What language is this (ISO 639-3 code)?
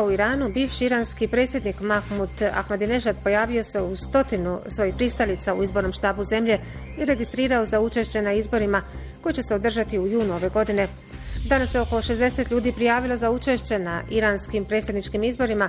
bos